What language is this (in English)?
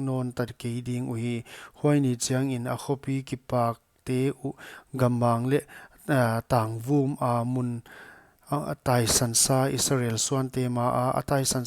Paite Chin